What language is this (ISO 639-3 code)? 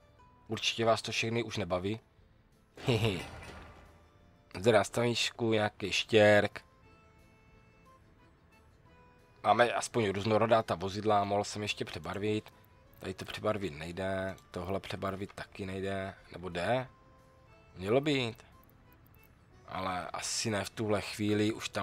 ces